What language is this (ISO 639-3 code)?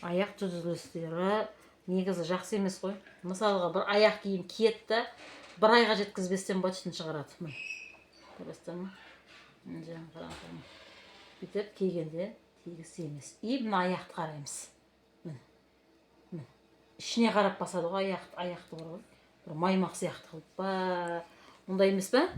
kaz